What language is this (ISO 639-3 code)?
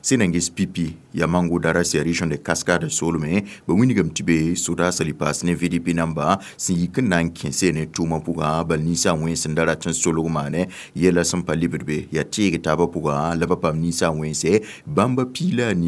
mos